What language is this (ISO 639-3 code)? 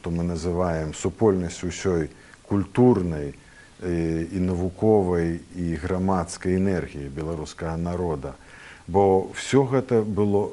bel